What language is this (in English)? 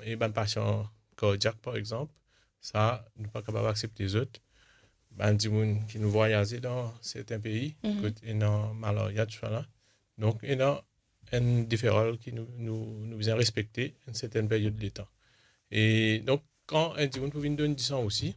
Morisyen